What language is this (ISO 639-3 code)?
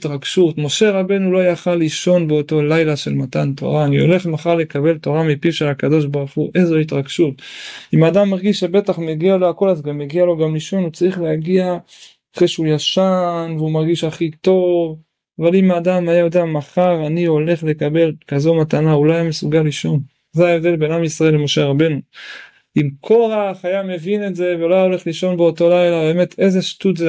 heb